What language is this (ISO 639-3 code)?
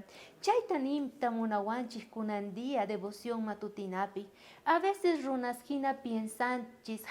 quh